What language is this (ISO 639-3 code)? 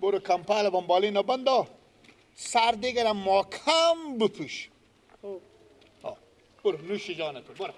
fas